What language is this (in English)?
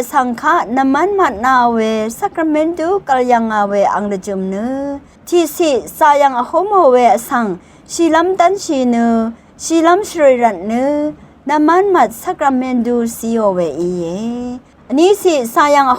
Rawang